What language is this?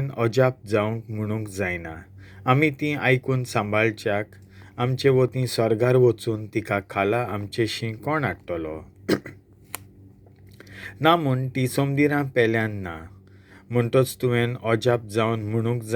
Konkani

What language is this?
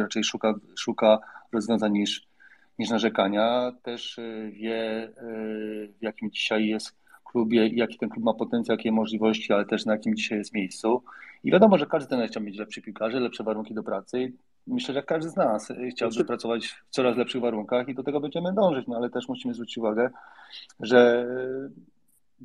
Polish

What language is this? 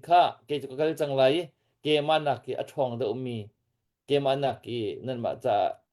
Hakha Chin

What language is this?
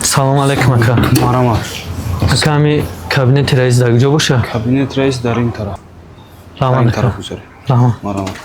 Tajik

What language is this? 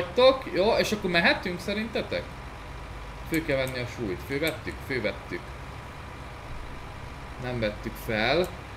Hungarian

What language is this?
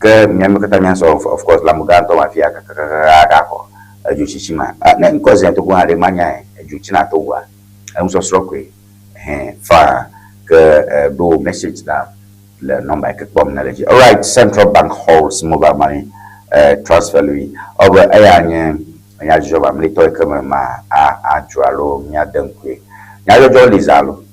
Ewe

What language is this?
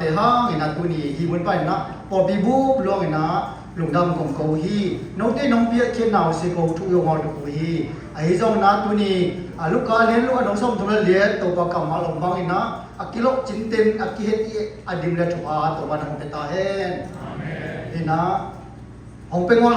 Siyin Chin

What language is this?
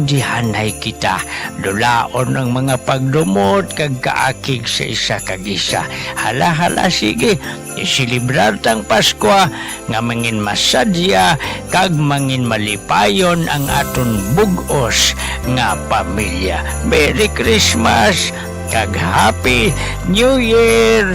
Hiligaynon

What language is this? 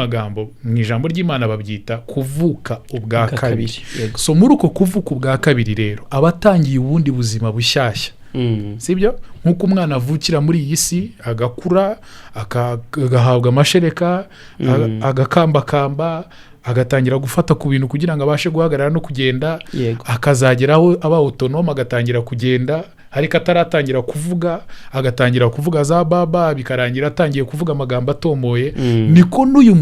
Kinyarwanda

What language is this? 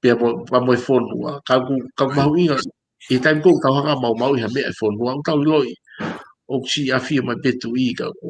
Tongan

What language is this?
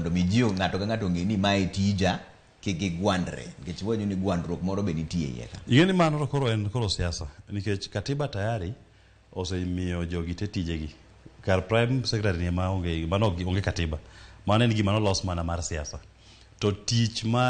Luo (Kenya and Tanzania)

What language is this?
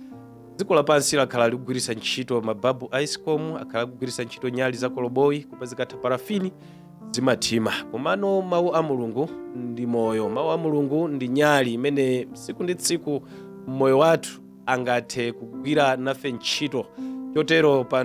Nyanja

